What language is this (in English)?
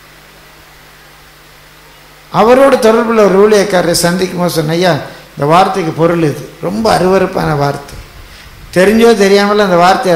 Tamil